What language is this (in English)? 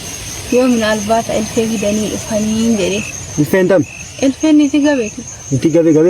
Oromo